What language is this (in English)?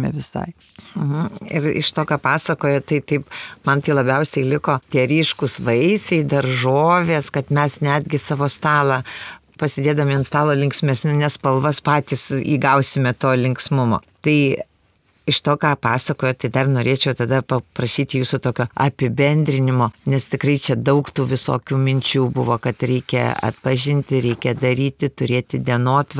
Lithuanian